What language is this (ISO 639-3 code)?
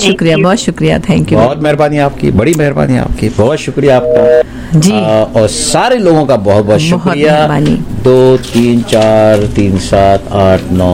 hin